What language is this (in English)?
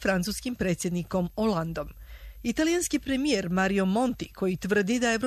Serbian